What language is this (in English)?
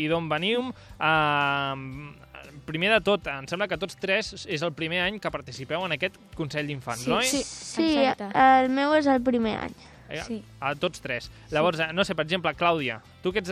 Catalan